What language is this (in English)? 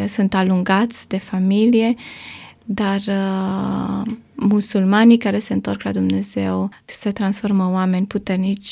Romanian